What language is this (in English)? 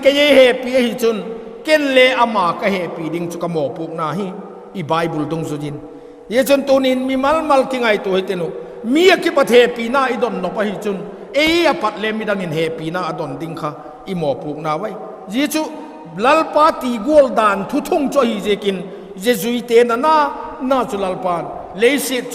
Vaiphei